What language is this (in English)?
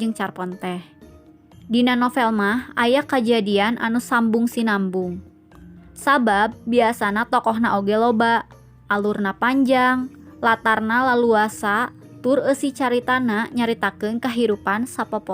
Sundanese